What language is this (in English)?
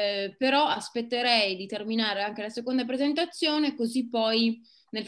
Italian